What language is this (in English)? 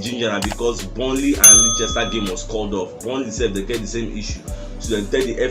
Nigerian Pidgin